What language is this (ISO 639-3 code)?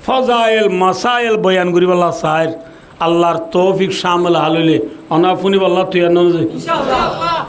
rhg